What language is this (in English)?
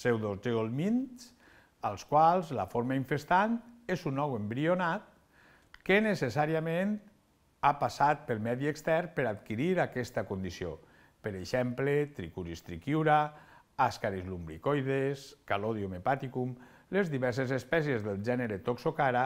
Catalan